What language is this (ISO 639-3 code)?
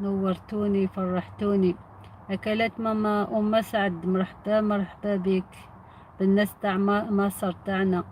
arq